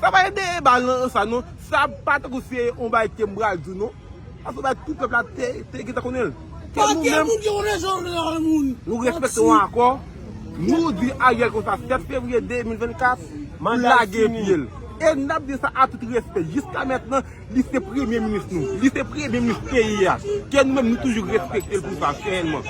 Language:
Haitian Creole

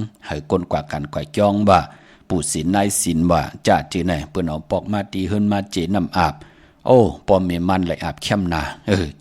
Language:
Shan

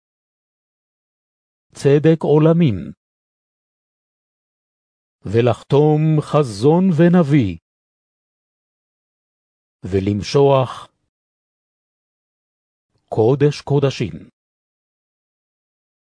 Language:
Hebrew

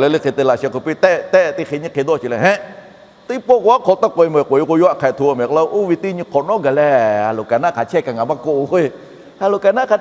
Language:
Lahu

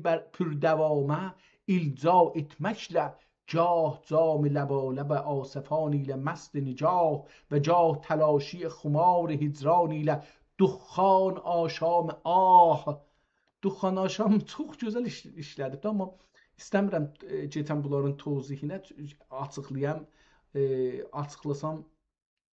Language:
South Azerbaijani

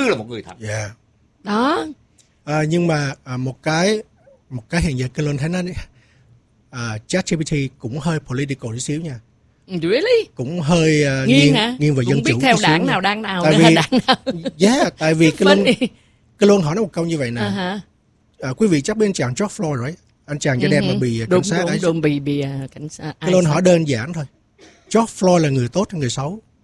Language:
Vietnamese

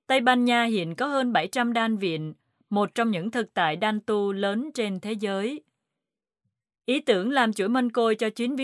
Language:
Vietnamese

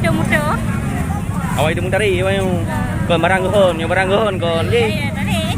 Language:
Achinese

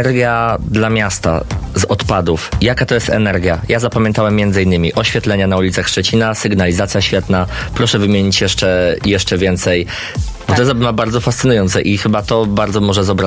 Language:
Polish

